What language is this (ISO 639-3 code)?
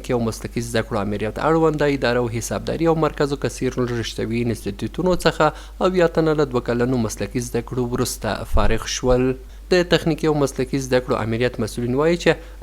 pus